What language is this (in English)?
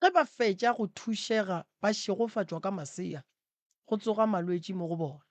Northern Sotho